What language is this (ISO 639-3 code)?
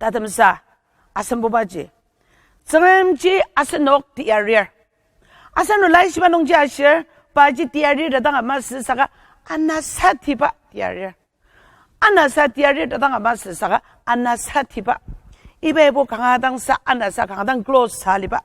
njo